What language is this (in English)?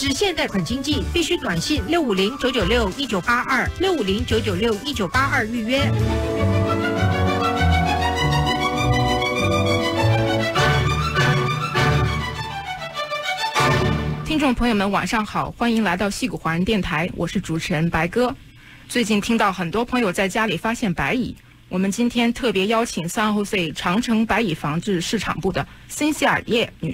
Chinese